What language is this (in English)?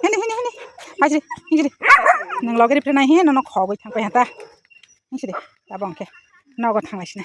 Kok Borok